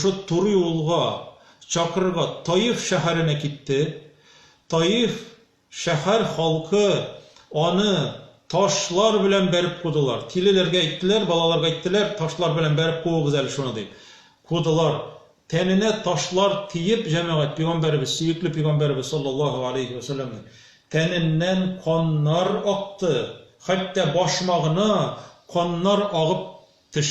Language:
Tatar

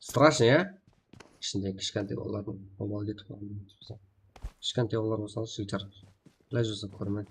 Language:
Kara-Kalpak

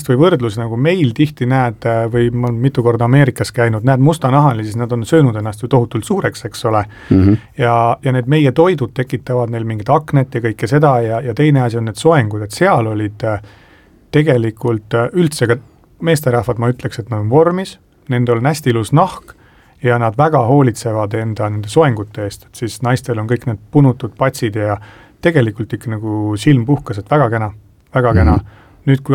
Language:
Estonian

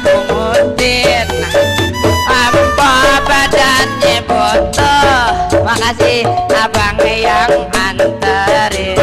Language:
Betawi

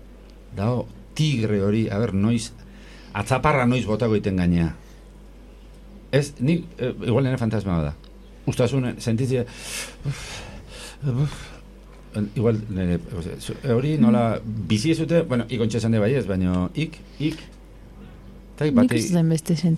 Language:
Basque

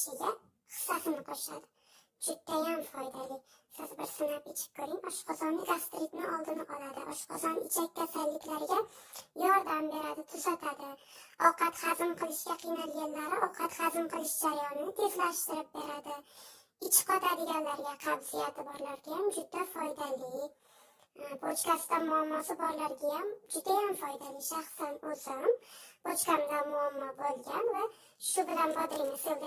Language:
Uzbek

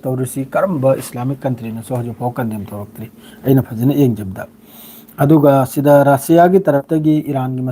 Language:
Manipuri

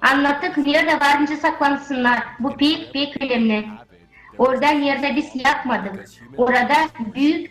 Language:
Gagauz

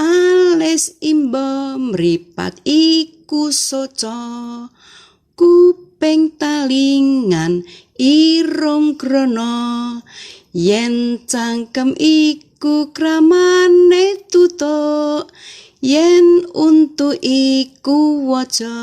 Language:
Javanese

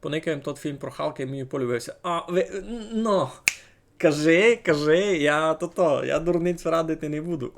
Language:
Rusyn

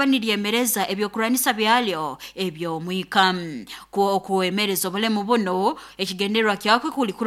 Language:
Nyoro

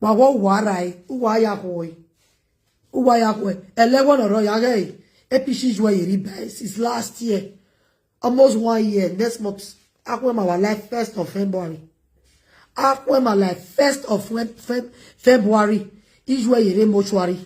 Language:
Nigerian Pidgin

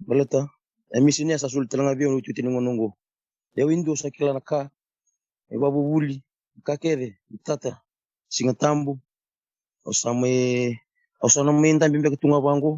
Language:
Fijian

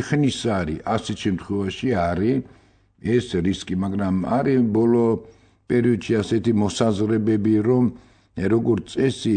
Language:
Georgian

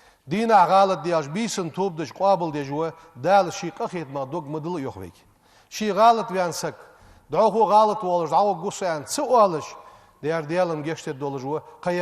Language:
Ingush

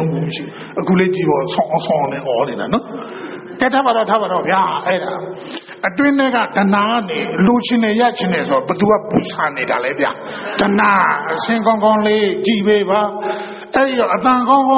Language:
Burmese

